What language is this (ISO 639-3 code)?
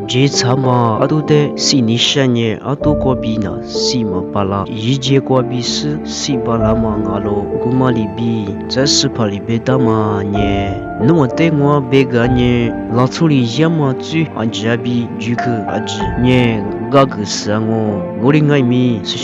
lis